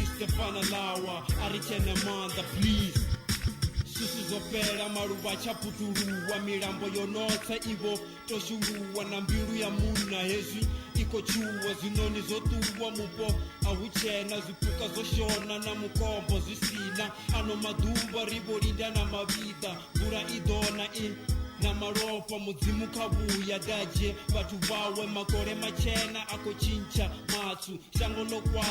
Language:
Venda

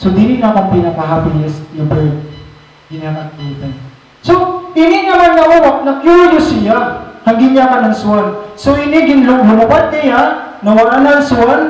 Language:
Waray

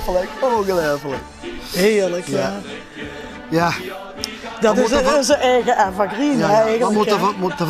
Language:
Limburgish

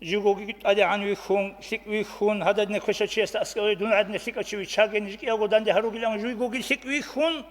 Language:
Avaric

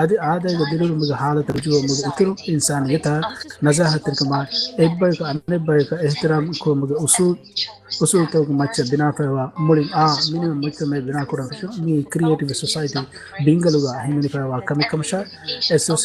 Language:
Divehi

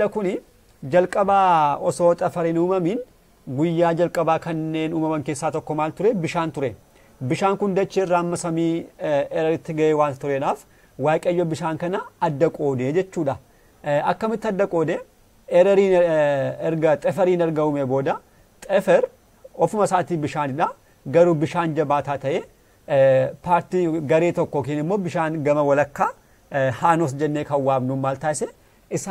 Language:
Oromo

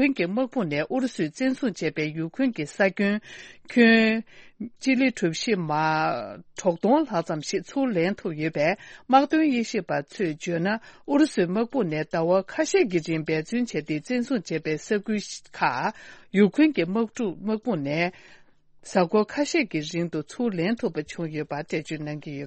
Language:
Tibetan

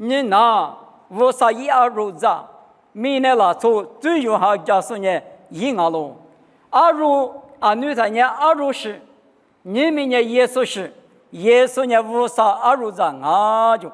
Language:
Lisu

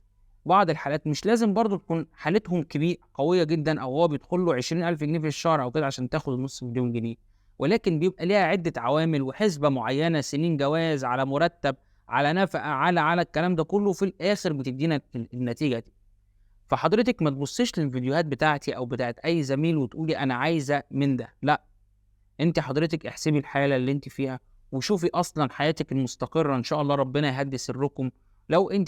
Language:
Egyptian Arabic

